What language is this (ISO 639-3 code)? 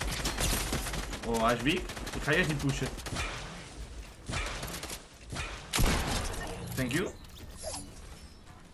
nld